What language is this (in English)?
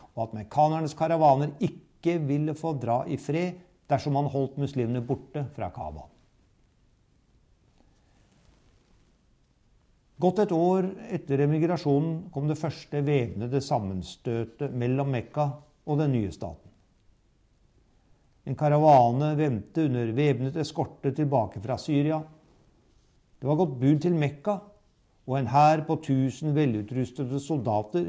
Norwegian